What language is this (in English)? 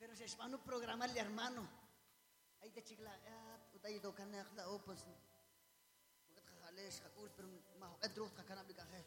Kekchí